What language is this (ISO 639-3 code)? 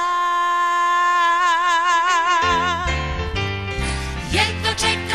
srp